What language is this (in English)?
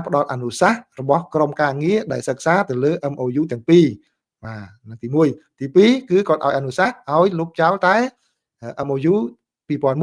Khmer